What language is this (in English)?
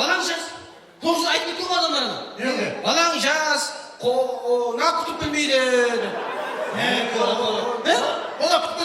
Kara-Kalpak